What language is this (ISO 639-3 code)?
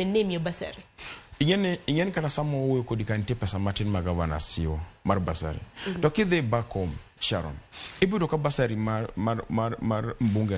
luo